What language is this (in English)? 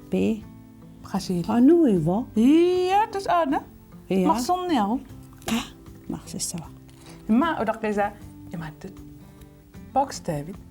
Kalaallisut